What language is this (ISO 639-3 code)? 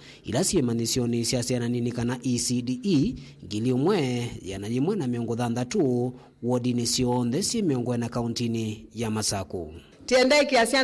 kam